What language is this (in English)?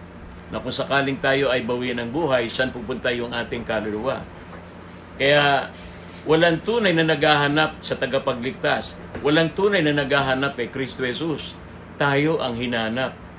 Filipino